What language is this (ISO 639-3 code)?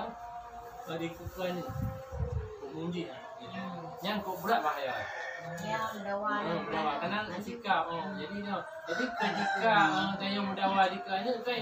ace